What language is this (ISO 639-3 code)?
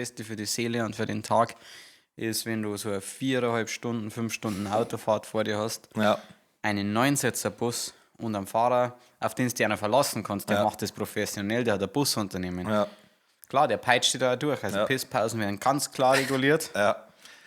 bar